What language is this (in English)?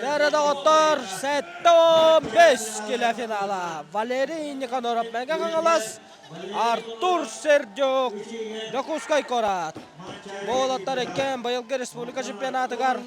Yakut